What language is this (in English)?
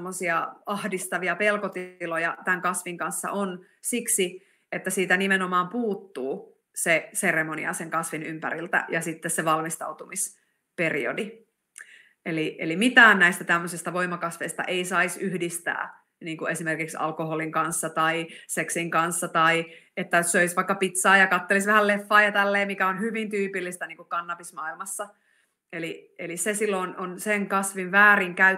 Finnish